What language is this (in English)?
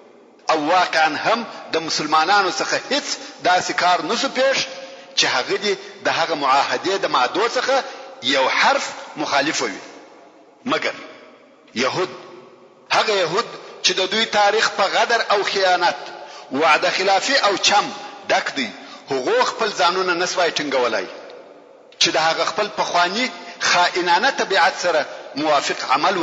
Pashto